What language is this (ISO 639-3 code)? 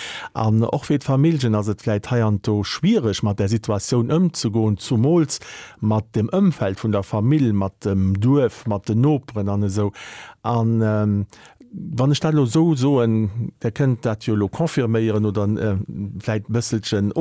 ltz